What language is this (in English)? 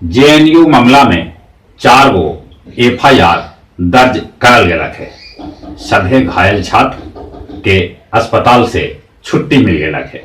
Magahi